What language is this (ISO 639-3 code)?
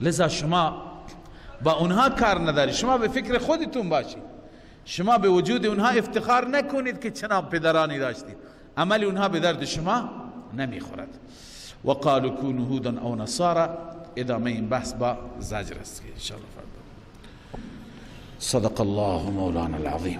fas